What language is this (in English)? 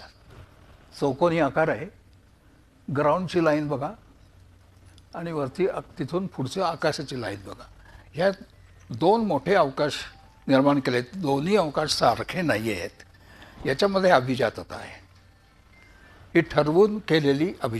Marathi